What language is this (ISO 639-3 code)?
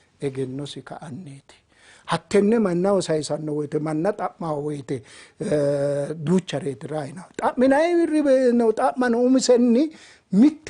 sid